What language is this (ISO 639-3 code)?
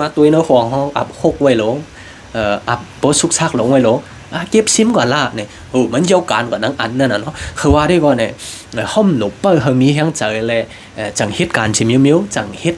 shn